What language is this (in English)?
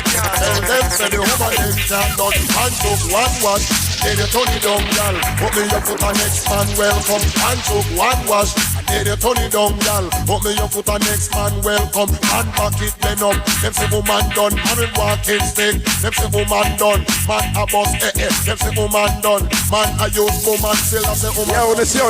Jamaican Creole English